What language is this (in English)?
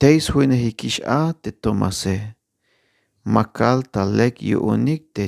Tzeltal